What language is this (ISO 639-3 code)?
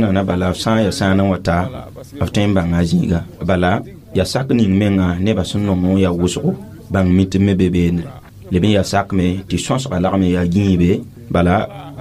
mos